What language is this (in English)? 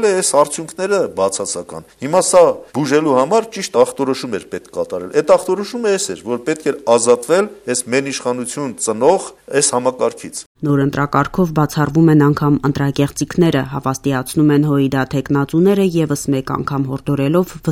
Armenian